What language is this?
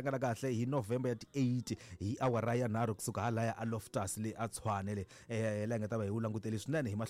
Tsonga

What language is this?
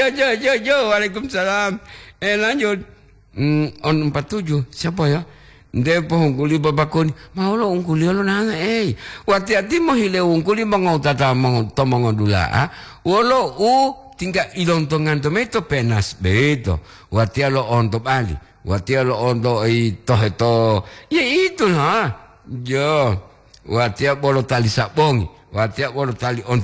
Gorontalo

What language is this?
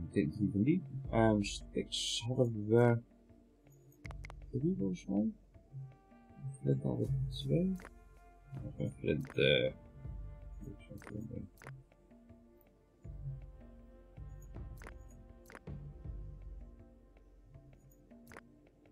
Dutch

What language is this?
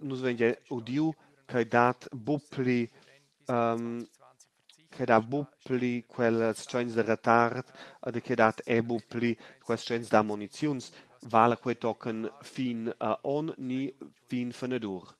Romansh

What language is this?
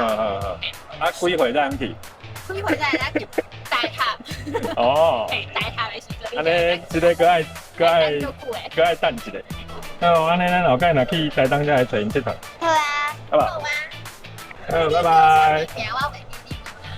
Min Nan Chinese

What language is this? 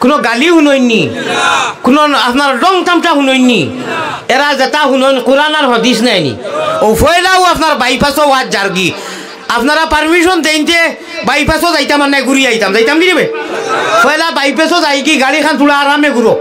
Sylheti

